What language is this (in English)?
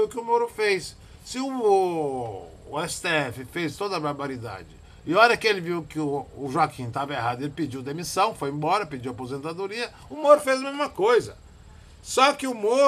Portuguese